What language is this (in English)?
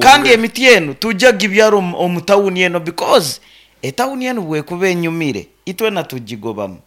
Nyankole